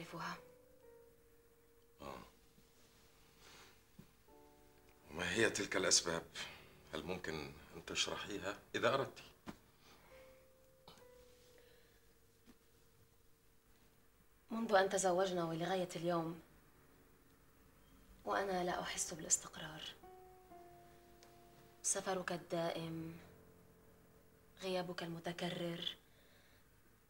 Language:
Arabic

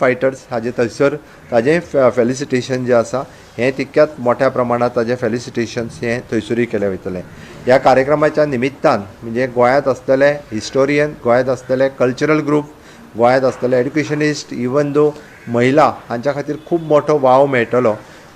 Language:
Konkani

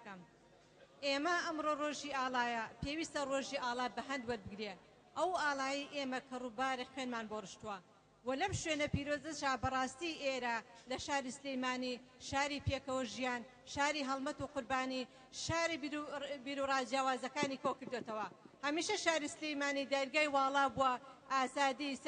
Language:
Central Kurdish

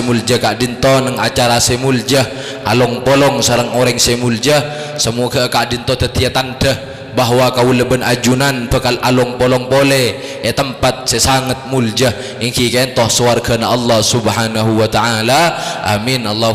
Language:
Madurese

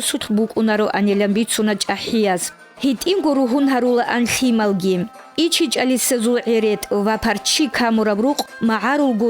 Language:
Avaric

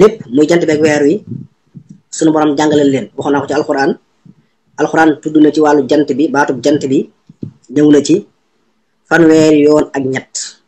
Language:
Wolof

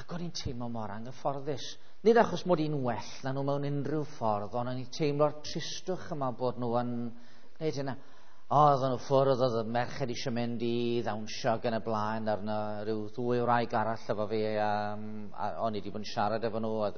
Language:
Welsh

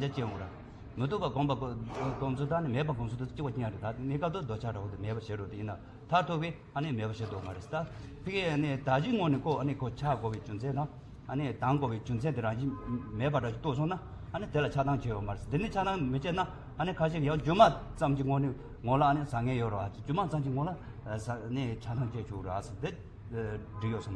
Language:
Tibetan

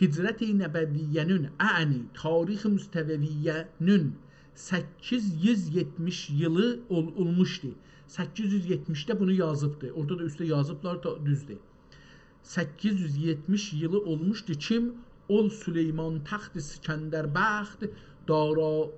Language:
South Azerbaijani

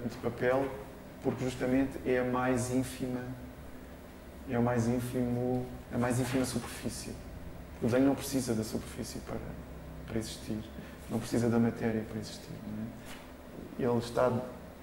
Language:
Portuguese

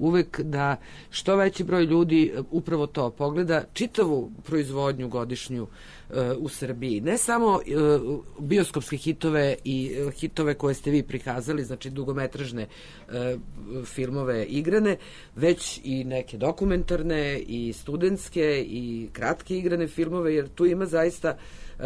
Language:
Serbian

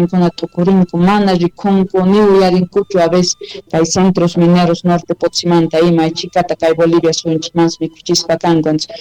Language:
South Bolivian Quechua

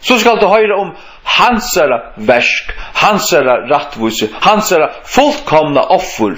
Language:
Faroese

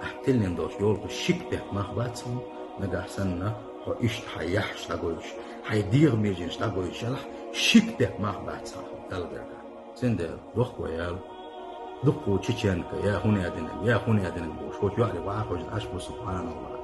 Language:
Chechen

